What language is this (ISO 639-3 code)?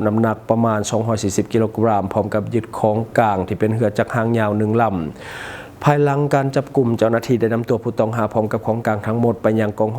lao